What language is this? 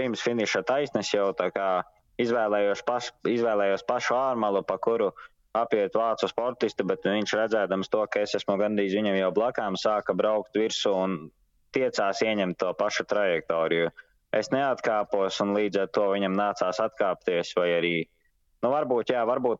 Latvian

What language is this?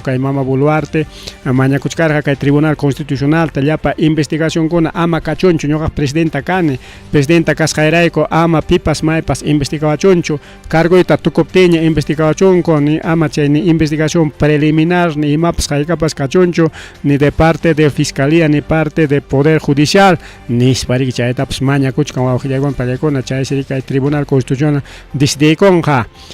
Ayacucho Quechua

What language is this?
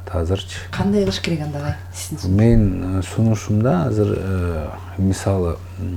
Kyrgyz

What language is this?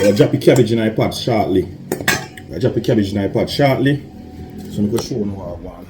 Jamaican Creole English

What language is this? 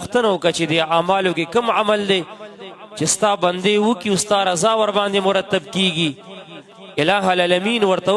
Pashto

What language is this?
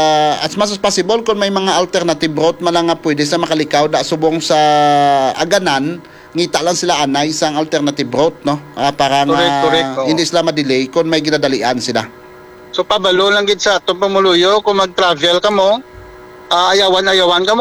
Hiligaynon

